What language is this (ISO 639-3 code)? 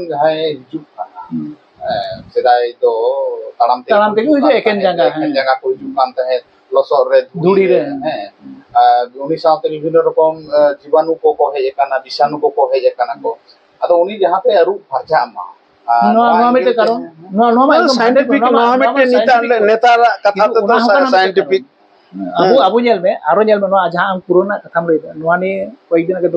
sat